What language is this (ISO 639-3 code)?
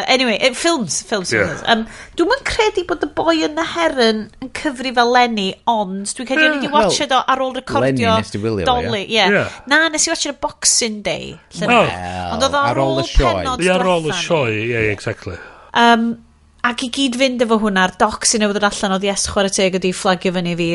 cym